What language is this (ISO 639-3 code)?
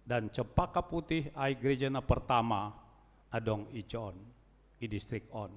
bts